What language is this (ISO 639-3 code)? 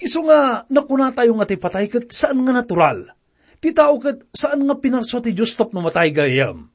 ilo